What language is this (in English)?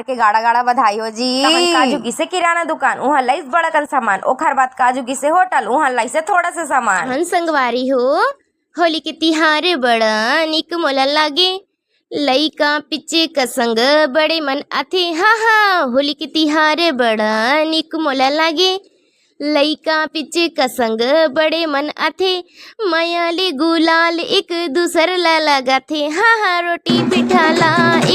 Chhattisgarhi